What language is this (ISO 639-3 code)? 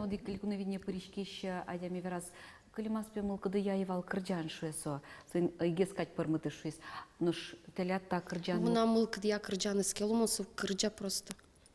udm